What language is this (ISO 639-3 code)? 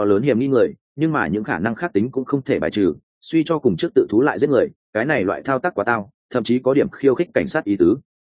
vie